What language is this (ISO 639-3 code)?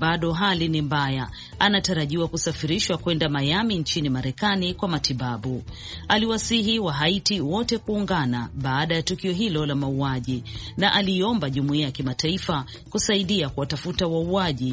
swa